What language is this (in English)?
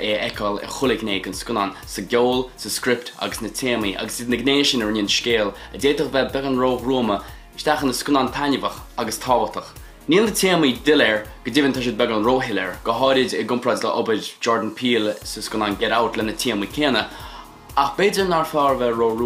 Irish